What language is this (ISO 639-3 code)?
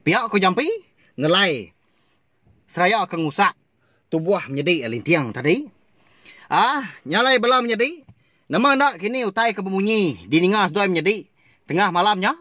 iba